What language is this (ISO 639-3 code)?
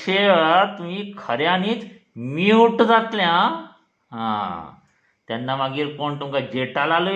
kok